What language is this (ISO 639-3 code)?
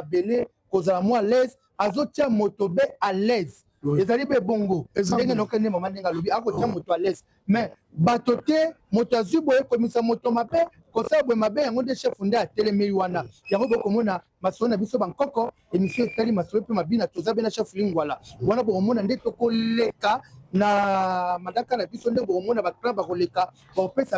lin